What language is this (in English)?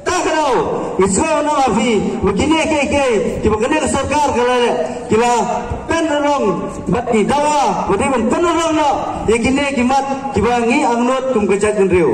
Pnar